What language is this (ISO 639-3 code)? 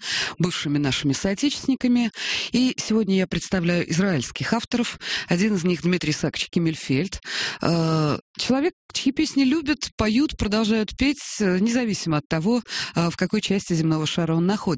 rus